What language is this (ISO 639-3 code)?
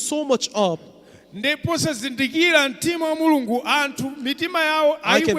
nya